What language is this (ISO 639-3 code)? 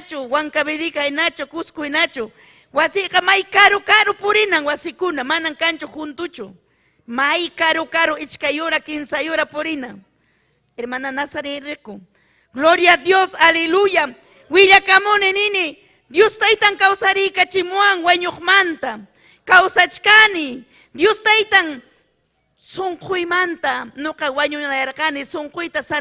quy